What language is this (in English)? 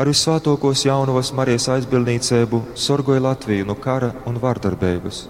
Latgalian